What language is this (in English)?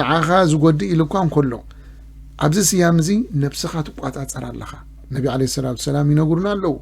Tigrinya